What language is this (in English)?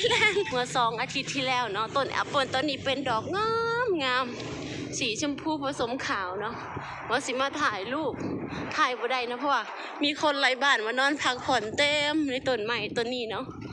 Lao